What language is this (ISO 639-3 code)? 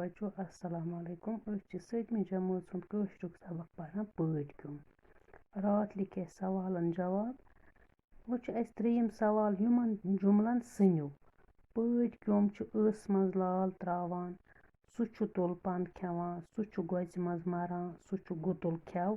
kas